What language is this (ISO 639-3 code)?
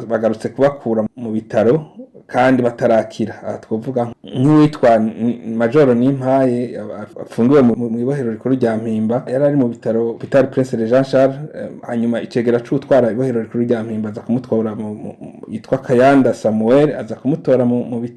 run